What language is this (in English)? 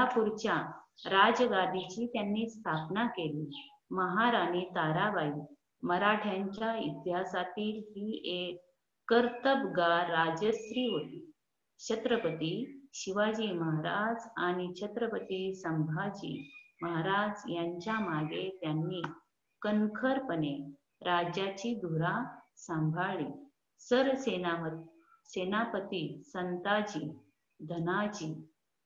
Marathi